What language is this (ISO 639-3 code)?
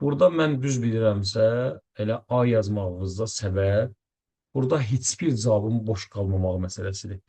aze